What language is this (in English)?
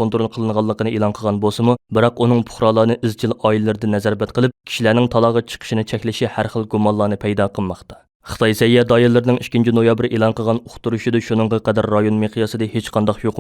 Uyghur